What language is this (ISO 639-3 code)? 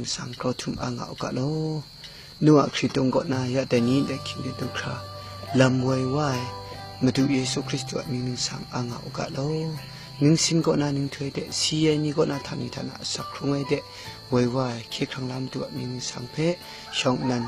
kac